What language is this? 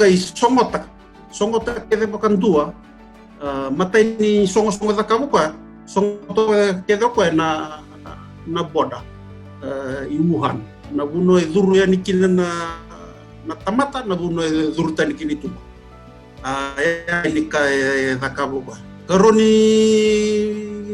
Fijian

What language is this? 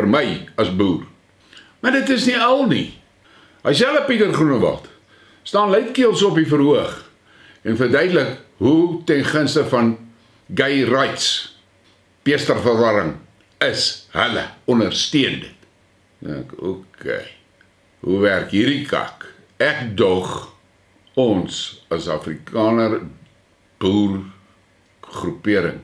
Afrikaans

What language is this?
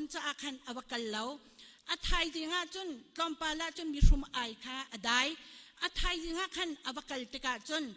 Hakha Chin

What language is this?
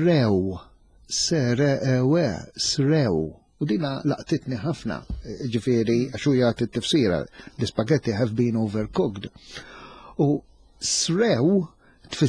Maltese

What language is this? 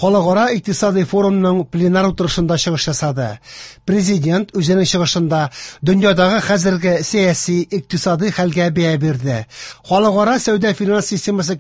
Tatar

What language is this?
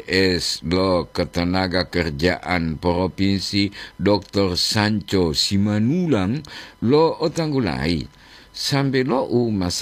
Gorontalo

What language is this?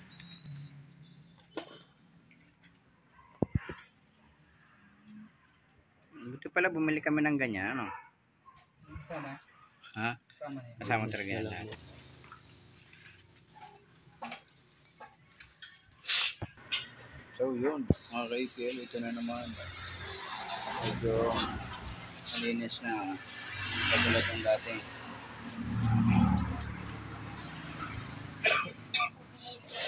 Filipino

